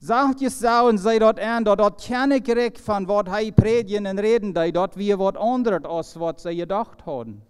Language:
Plautdietsch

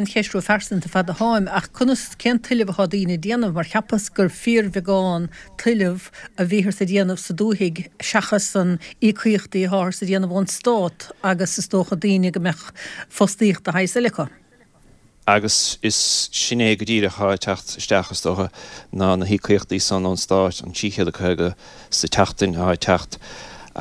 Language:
Irish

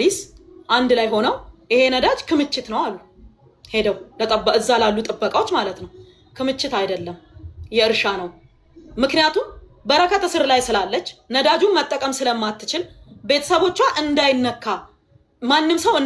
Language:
Amharic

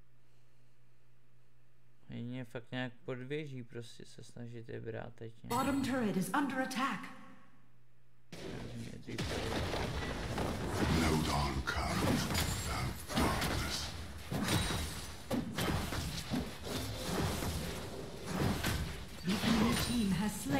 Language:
Czech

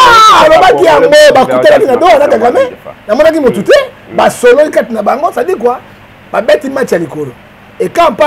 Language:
Lingala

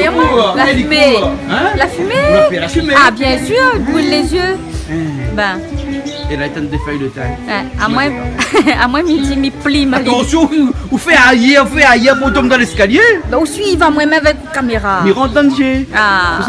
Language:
Réunion Creole French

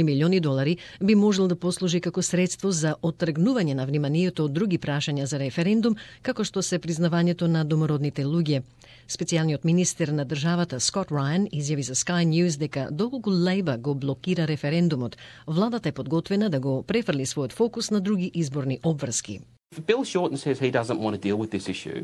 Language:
Macedonian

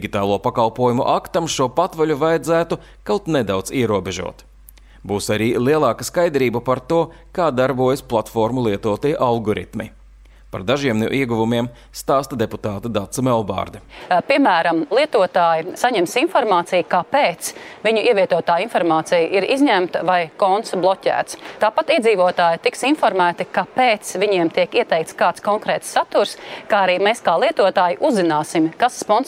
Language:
Latvian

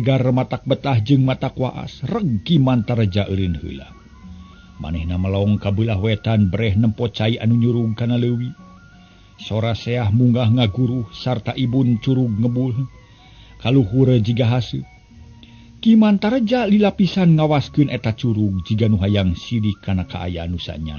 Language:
Sundanese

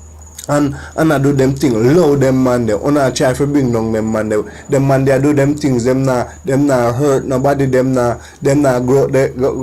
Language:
Jamaican Creole English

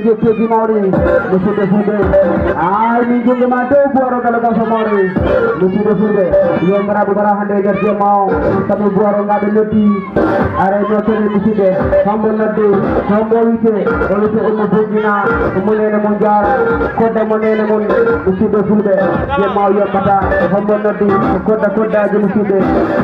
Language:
Fula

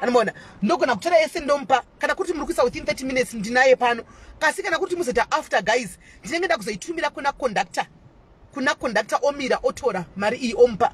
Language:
Shona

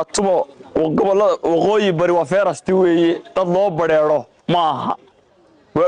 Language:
Somali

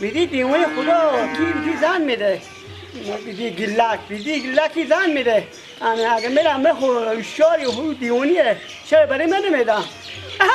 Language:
Persian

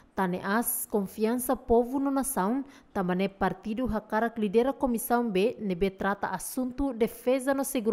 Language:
Tetum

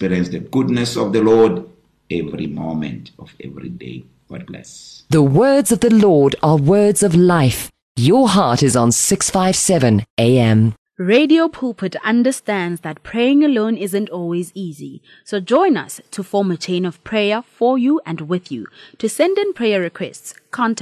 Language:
English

